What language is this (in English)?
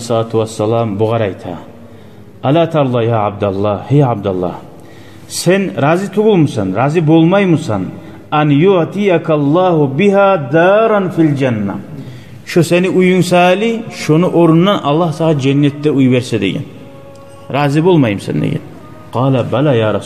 Kumyk